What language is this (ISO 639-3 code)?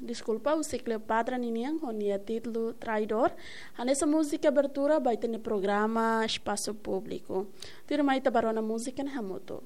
tet